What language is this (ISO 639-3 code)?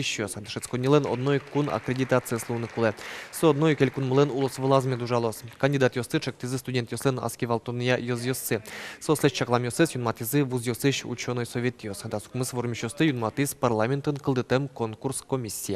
udm